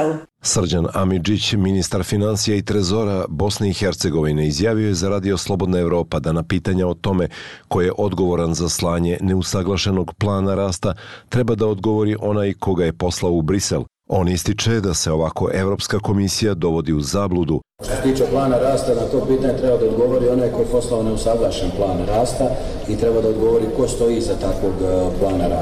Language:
Bosnian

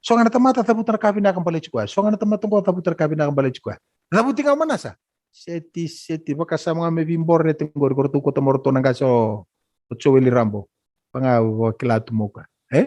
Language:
Fijian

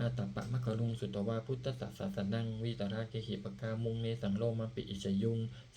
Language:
Pali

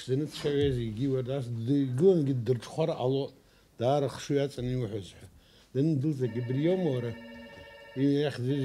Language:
Abkhazian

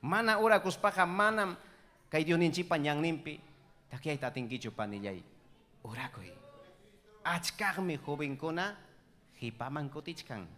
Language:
Ayacucho Quechua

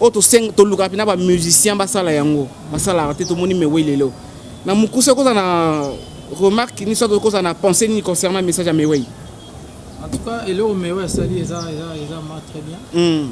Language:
Lingala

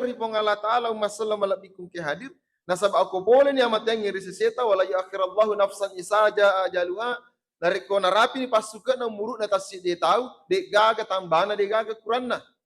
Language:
Buginese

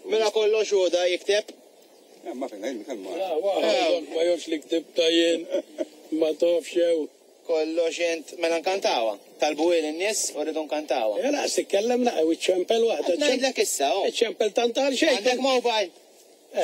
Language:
Maltese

